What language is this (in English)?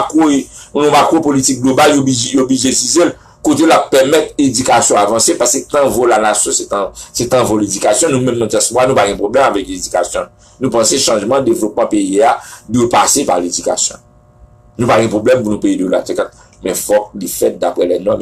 Haitian Creole